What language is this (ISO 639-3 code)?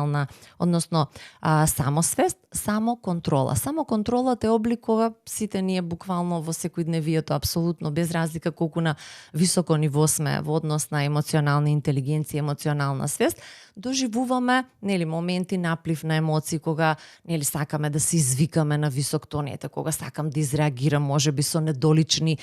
mkd